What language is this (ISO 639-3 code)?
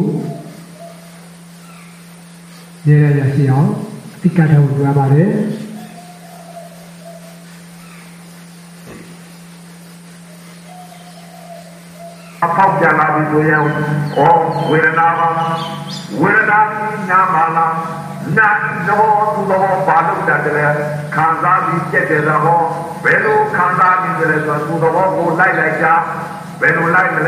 mya